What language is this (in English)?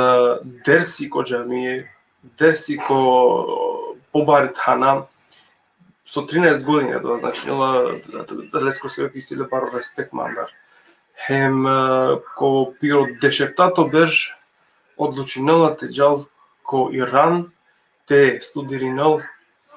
Balkan Romani